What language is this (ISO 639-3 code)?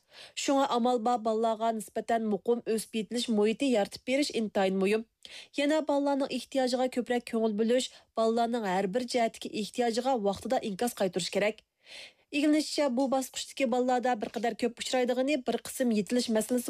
uig